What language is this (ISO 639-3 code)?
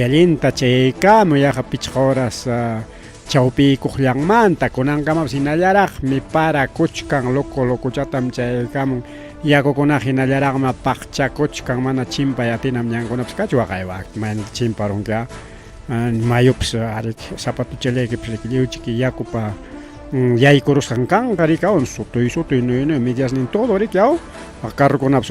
quy